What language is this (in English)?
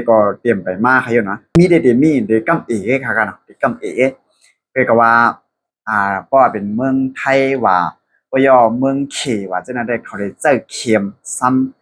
Shan